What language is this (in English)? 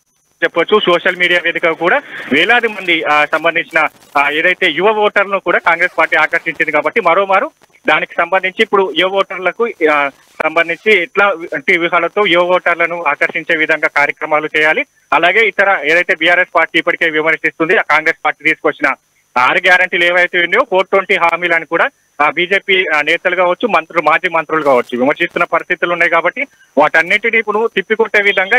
Telugu